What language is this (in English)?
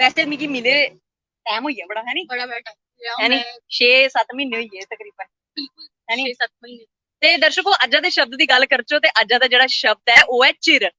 Dogri